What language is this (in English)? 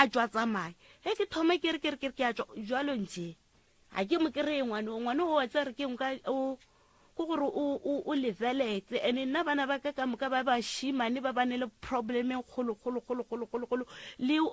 Northern Sotho